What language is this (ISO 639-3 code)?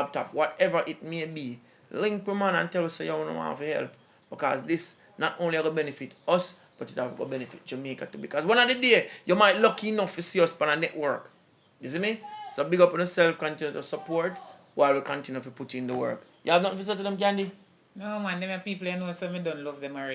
jam